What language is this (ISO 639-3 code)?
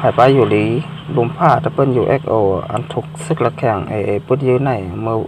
shn